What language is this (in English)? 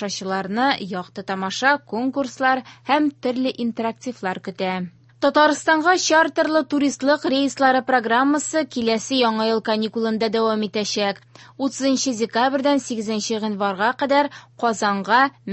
Tatar